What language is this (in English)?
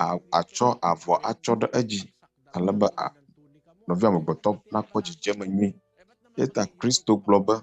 Ewe